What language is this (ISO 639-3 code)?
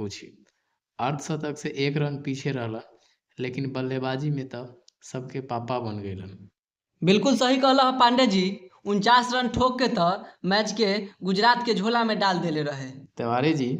bho